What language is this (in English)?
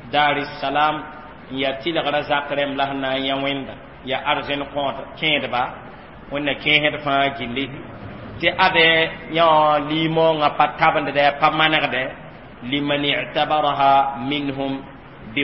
Mossi